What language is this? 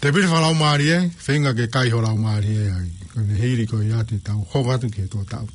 Tongan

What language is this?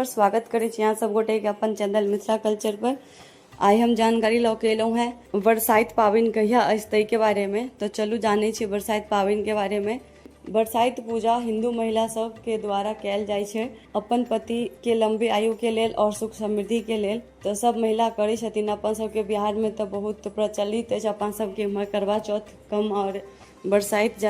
Maithili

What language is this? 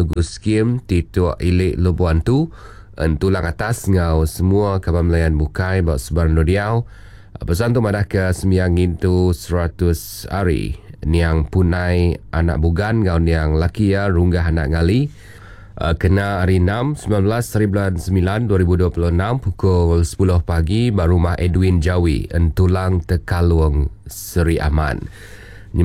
Iban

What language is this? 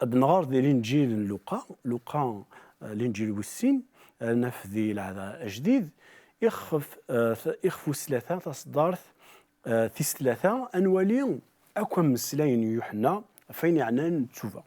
Kabyle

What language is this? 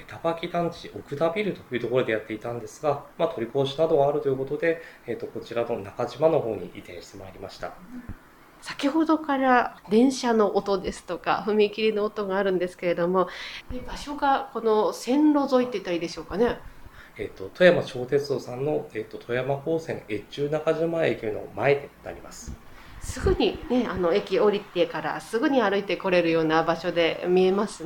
Japanese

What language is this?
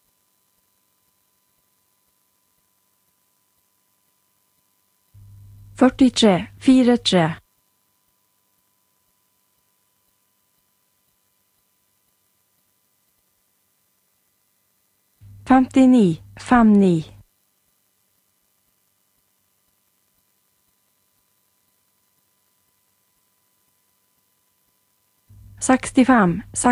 Norwegian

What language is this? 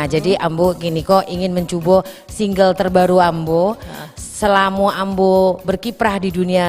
Minangkabau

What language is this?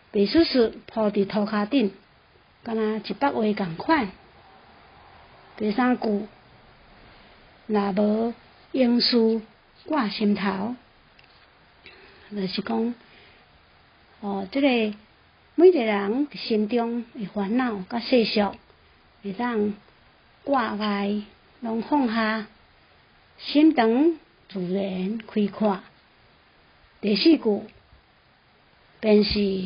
Min Nan Chinese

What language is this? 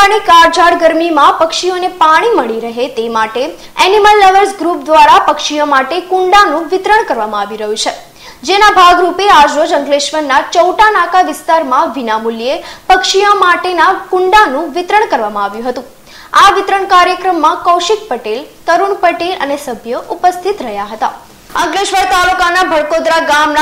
Gujarati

